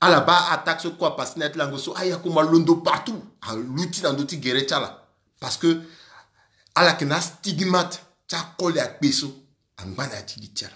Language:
Sango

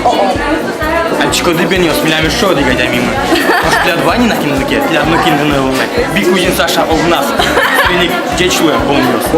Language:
Udmurt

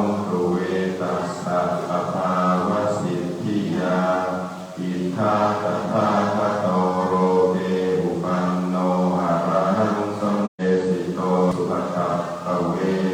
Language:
Pali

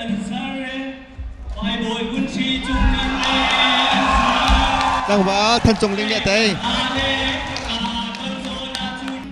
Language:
Hakha Chin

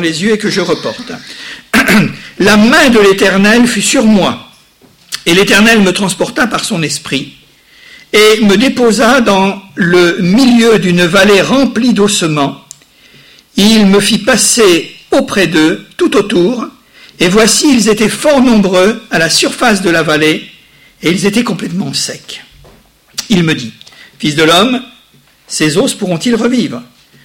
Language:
French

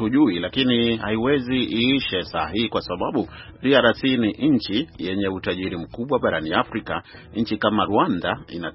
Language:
Swahili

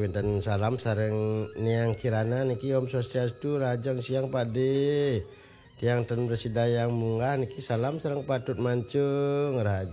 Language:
Balinese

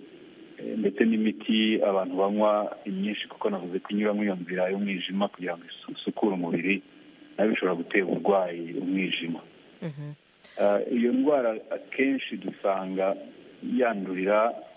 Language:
Kinyarwanda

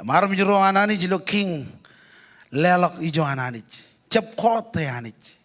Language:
Marshallese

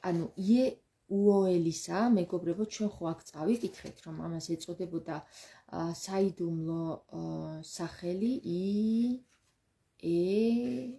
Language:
Georgian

